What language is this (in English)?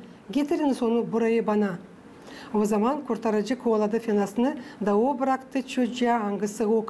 Gagauz